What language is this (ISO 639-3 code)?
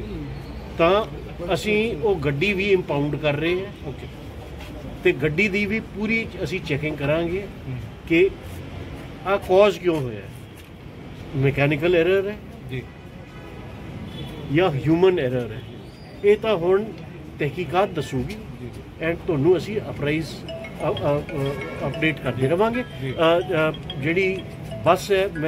pan